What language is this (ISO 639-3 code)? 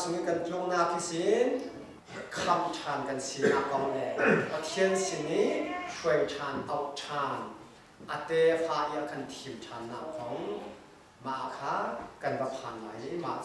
cnh